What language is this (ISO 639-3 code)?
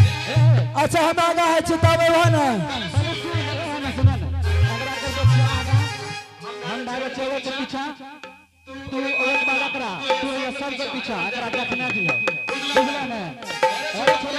anp